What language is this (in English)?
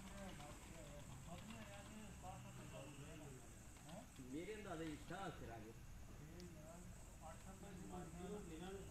Punjabi